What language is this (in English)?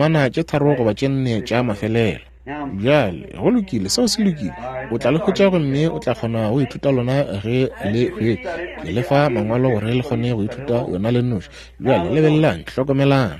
Northern Sotho